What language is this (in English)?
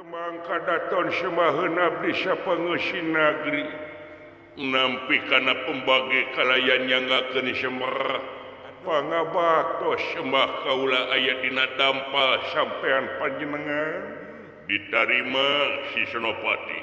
Sundanese